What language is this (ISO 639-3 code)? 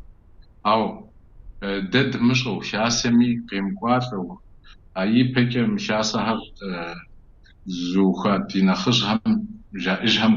kbd